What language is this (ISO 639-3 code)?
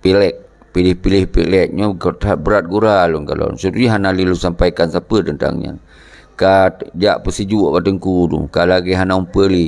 ace